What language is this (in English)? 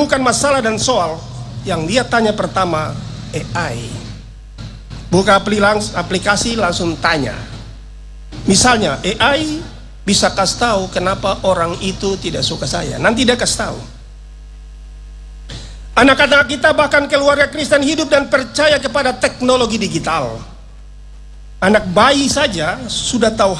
Indonesian